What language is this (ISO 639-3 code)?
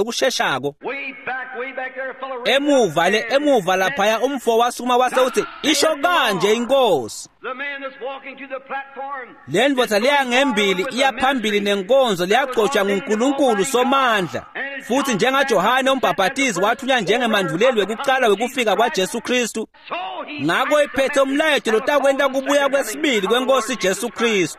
ssw